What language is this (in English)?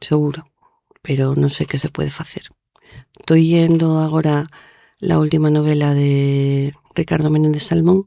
Asturian